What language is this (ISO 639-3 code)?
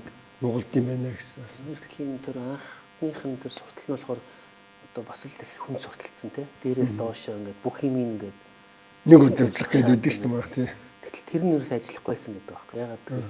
mon